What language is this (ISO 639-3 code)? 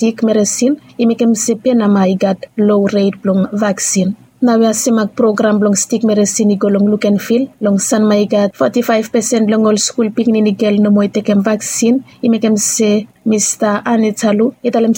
bis